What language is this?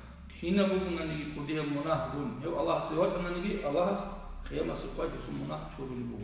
Avaric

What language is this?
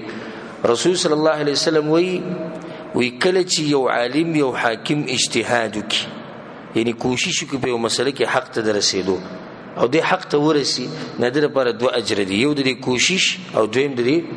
Pashto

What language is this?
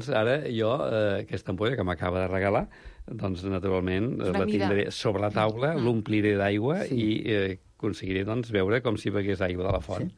Catalan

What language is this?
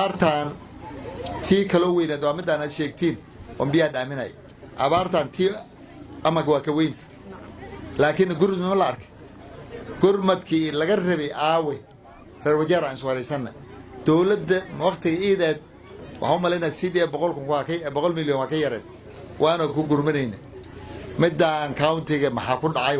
Somali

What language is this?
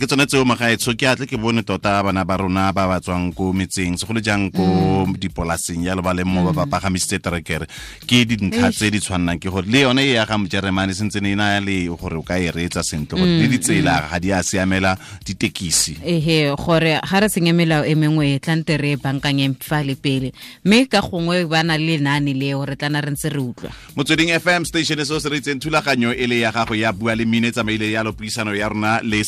Tswana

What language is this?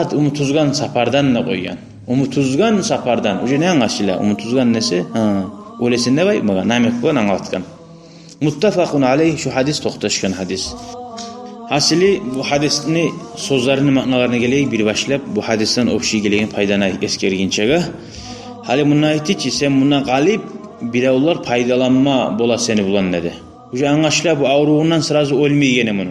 Kumyk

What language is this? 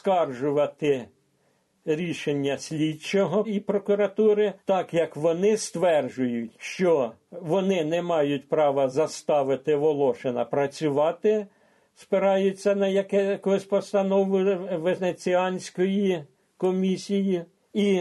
Ukrainian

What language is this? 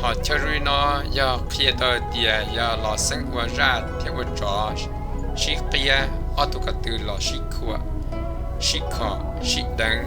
Hmong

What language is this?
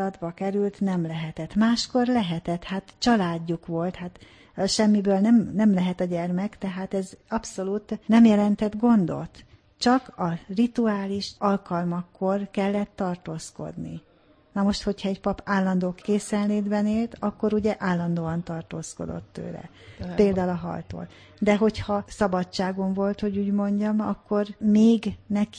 Hungarian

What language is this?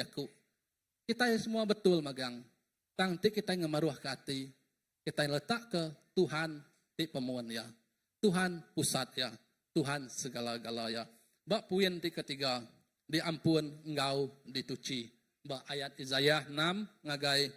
Iban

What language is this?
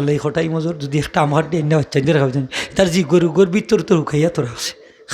Sylheti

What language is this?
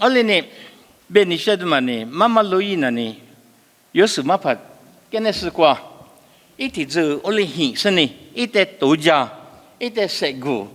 Lisu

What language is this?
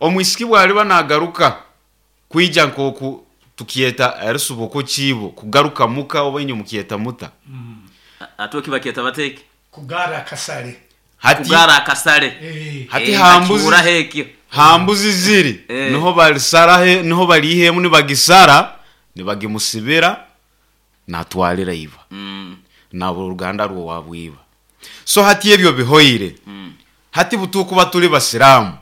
Nyoro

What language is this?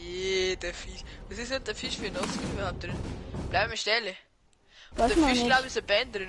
Bavarian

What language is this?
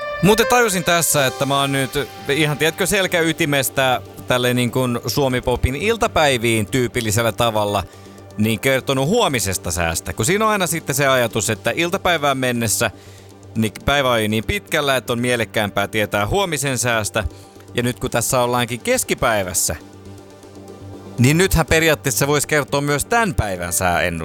Finnish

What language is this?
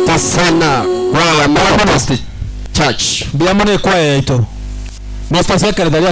Gusii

